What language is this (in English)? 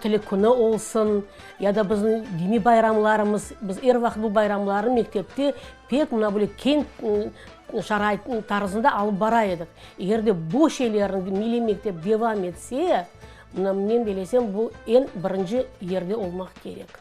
Crimean Tatar